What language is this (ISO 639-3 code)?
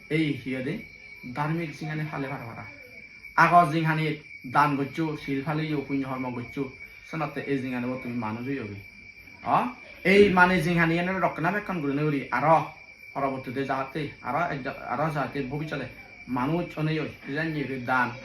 ccp